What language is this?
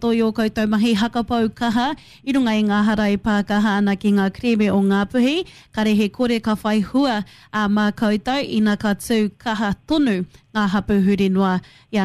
Māori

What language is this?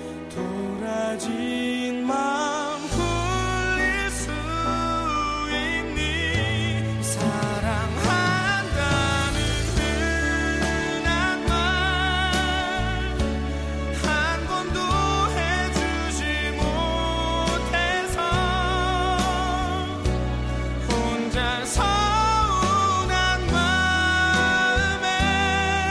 Korean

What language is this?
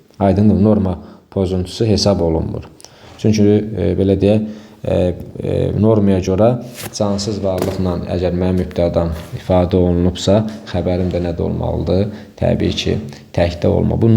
Azerbaijani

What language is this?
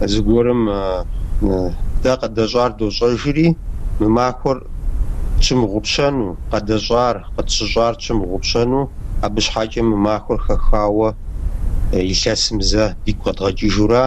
Kabardian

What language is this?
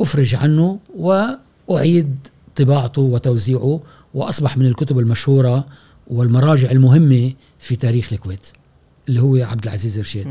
Gulf Arabic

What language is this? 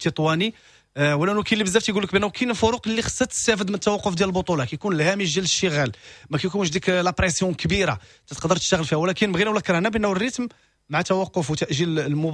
Moroccan Arabic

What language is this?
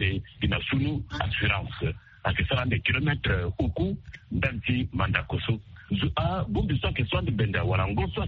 Sango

